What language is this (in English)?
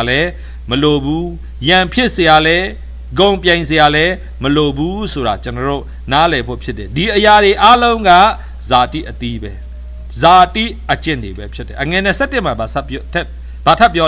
Burmese